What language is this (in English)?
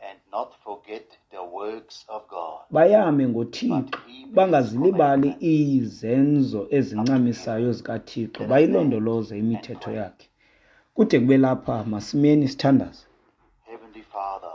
Xhosa